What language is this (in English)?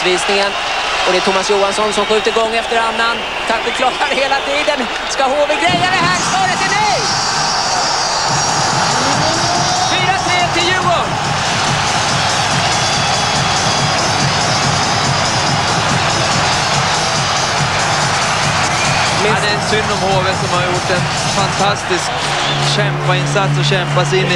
Swedish